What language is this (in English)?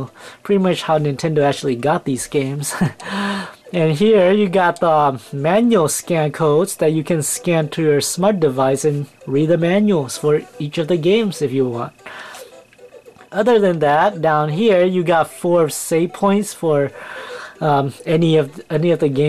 English